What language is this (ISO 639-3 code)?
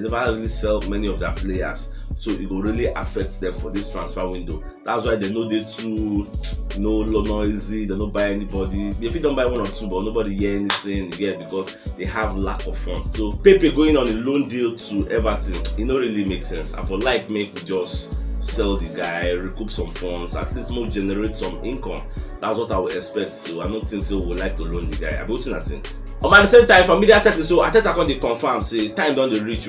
pcm